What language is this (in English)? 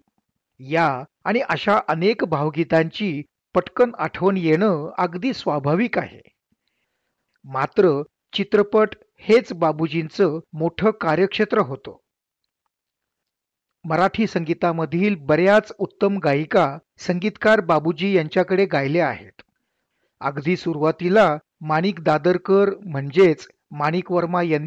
Marathi